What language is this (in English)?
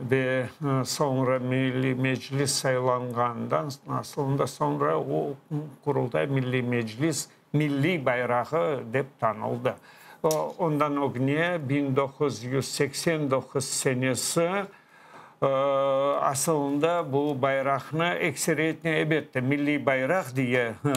Crimean Tatar